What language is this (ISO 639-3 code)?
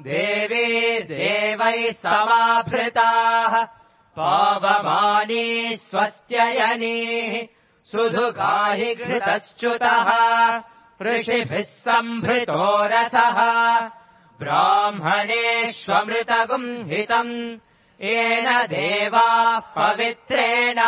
san